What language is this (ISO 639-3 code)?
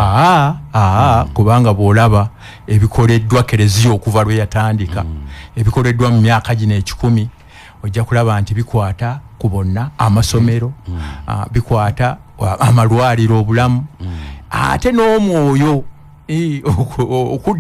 lug